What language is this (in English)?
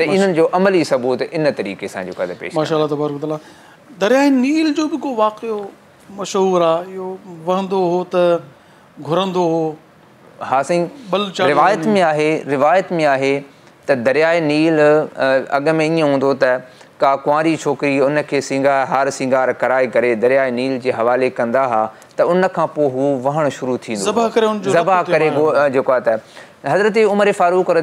Sindhi